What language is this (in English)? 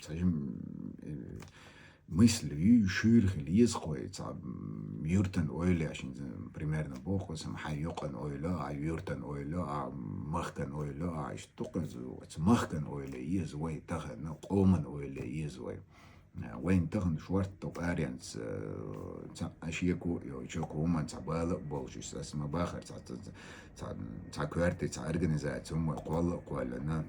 Chechen